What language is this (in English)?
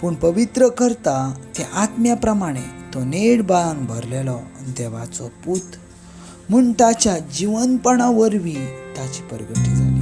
Konkani